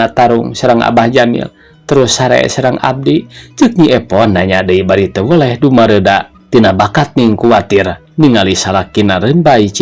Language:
Sundanese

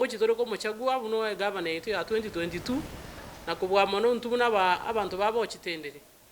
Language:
Gusii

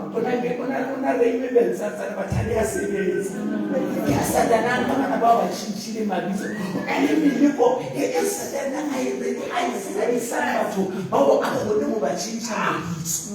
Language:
Southern Sotho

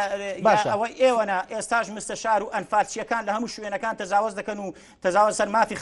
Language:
Central Kurdish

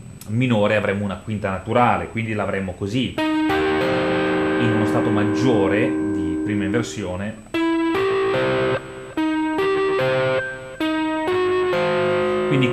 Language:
Italian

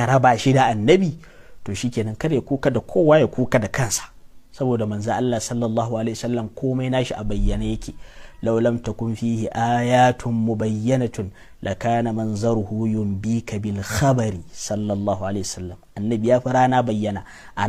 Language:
Hausa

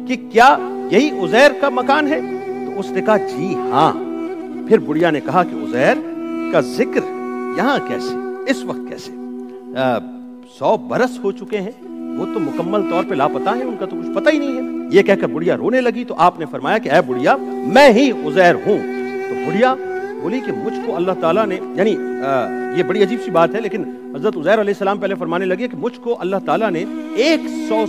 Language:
Urdu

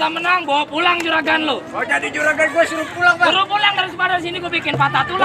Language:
Betawi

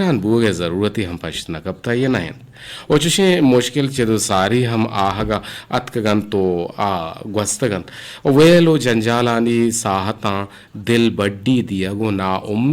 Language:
Eastern Balochi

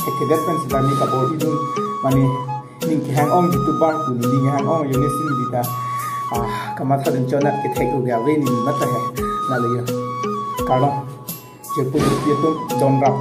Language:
Karbi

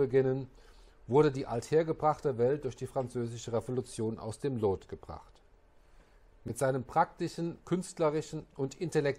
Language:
German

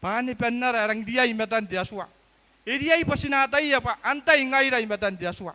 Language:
Gilbertese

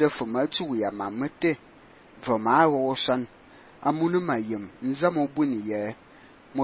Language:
Fang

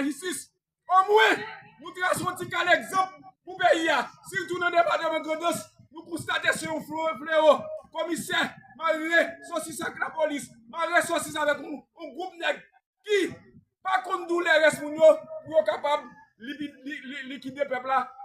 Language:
Haitian Creole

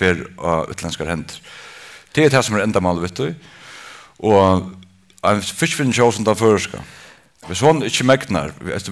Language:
Faroese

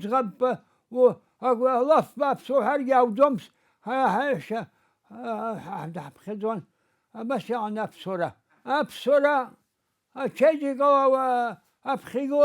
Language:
Abkhazian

